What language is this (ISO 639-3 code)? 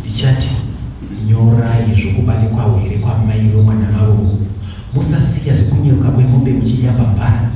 sna